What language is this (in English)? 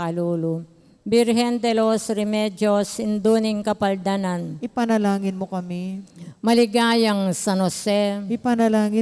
Pampanga